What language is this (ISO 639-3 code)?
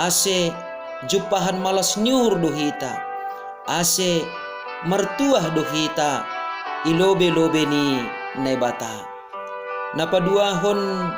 bts